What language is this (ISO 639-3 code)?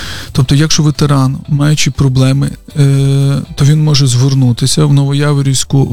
ukr